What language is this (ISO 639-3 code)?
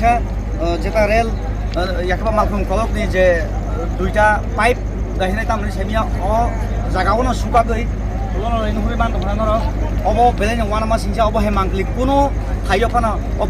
trp